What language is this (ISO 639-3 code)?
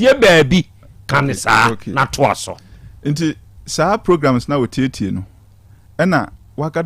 aka